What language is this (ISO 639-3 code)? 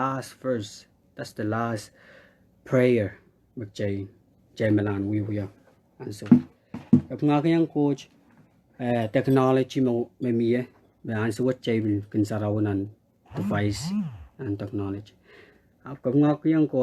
pon